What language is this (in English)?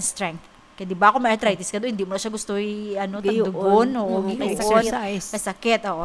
Hiligaynon